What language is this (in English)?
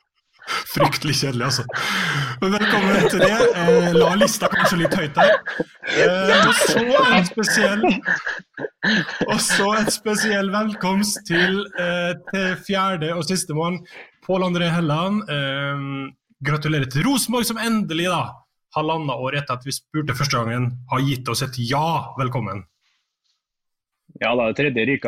Norwegian